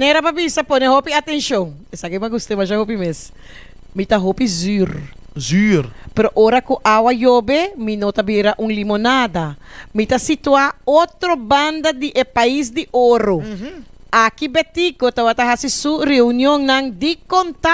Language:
Papiamento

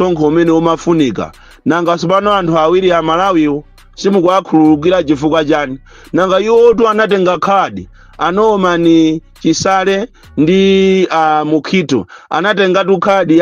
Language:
Nyanja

